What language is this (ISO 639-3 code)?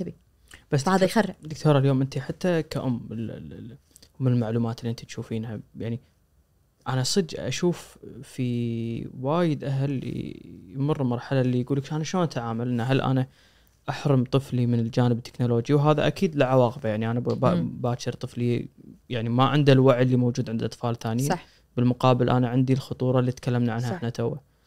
ars